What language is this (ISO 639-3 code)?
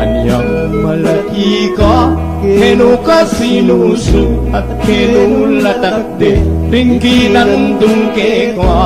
pam